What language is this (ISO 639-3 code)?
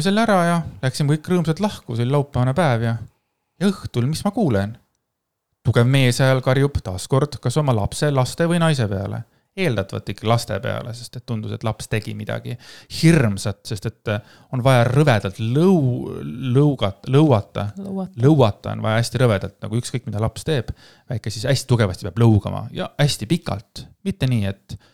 est